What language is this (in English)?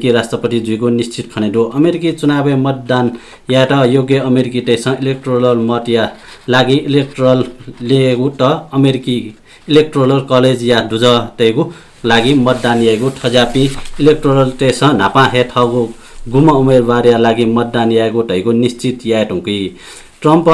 Newari